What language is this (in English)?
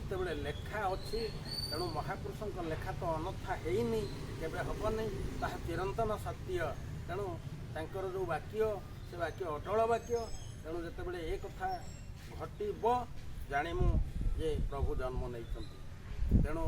Odia